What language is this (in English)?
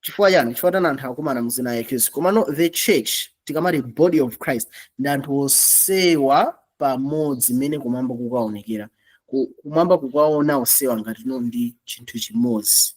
Nyanja